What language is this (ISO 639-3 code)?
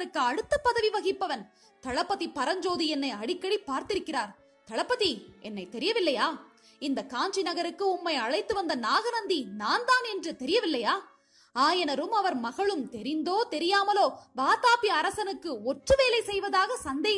tam